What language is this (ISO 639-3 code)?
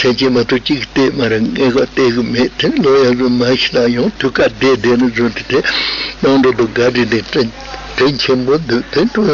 bod